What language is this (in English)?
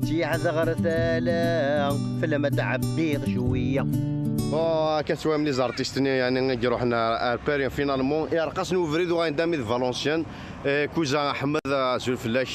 Kabyle